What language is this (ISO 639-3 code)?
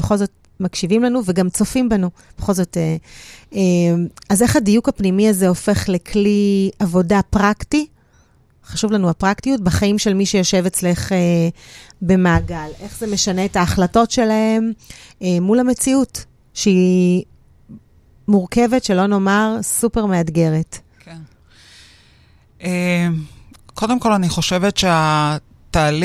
heb